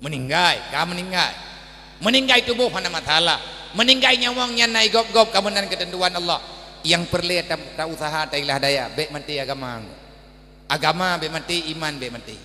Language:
Achinese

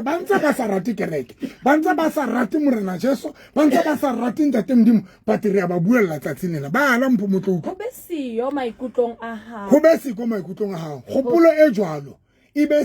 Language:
Southern Sotho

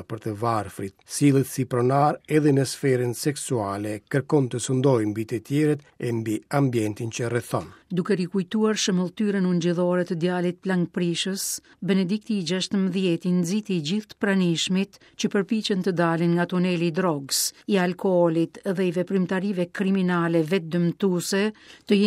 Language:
Albanian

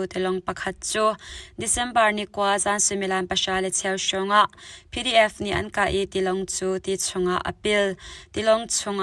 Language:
Hakha Chin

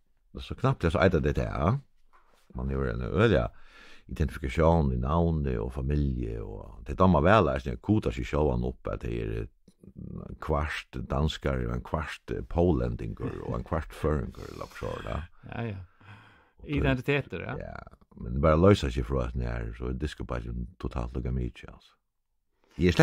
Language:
Faroese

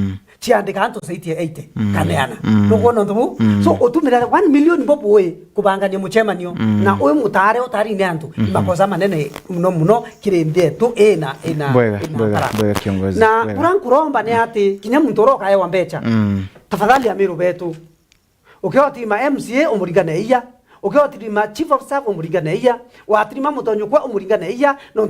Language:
Meru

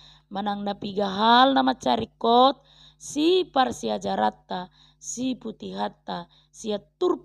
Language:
Batak Toba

